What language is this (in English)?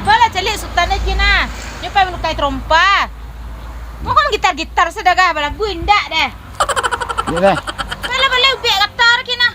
Minangkabau